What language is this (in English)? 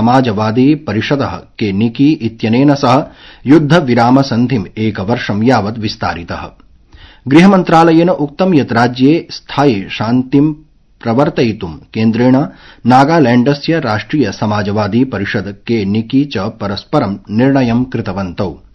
Sanskrit